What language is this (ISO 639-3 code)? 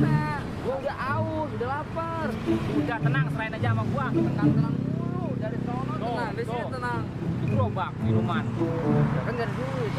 bew